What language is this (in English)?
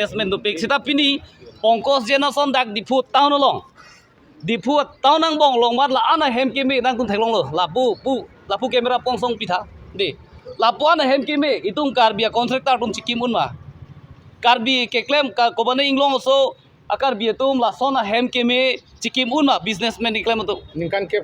Karbi